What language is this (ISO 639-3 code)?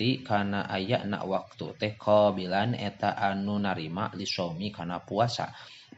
sun